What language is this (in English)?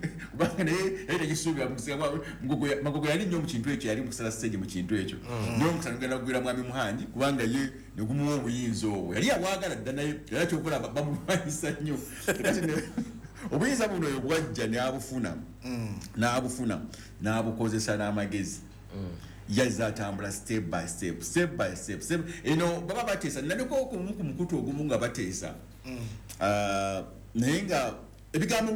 Ganda